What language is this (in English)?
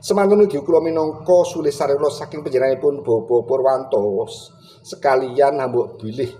Javanese